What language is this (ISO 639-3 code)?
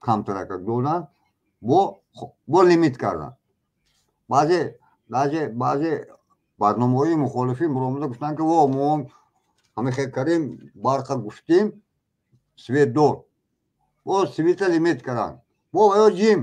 tgk